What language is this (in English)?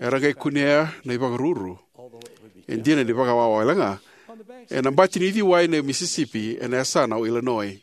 Fijian